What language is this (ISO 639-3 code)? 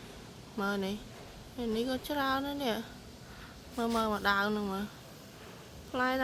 khm